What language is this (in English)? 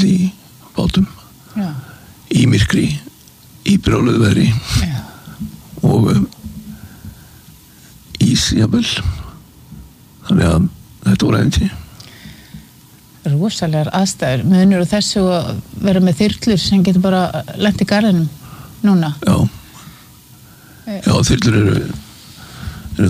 Icelandic